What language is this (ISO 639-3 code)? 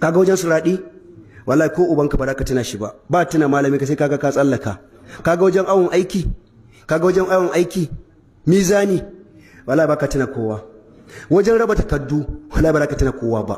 hau